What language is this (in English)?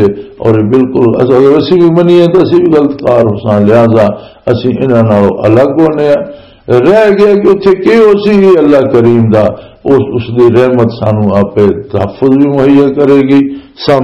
Western Panjabi